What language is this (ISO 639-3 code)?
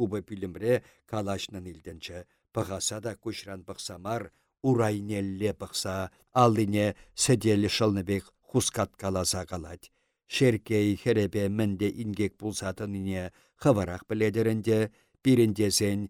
chv